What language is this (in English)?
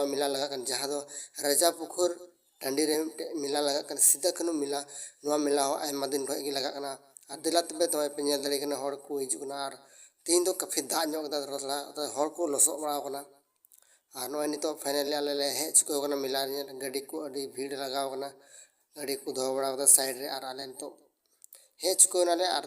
Santali